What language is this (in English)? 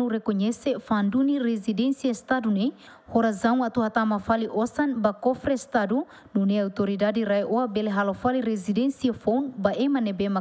Tetum